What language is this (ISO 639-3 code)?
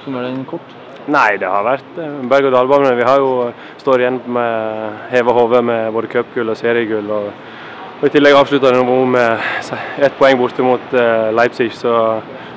nor